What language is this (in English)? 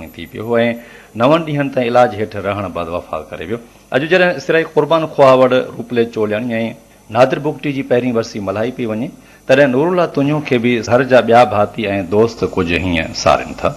Sindhi